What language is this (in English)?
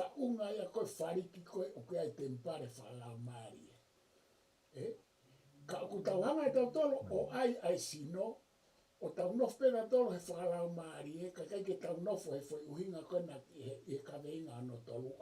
Tongan